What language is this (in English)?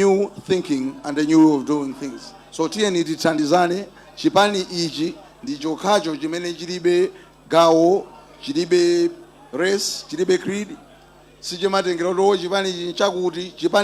Nyanja